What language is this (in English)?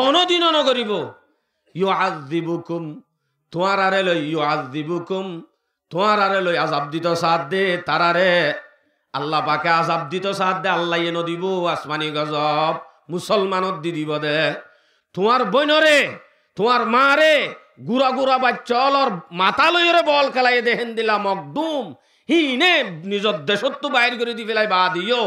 Rohingya